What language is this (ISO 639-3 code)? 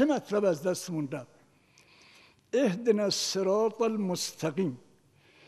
fas